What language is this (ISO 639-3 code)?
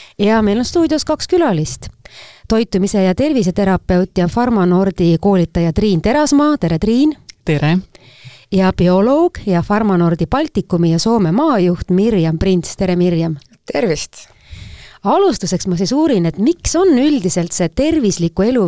est